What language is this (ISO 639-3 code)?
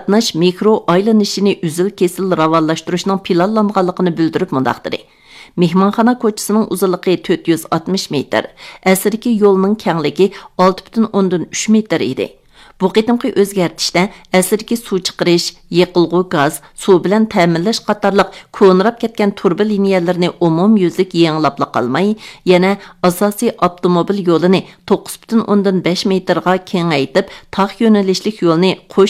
uig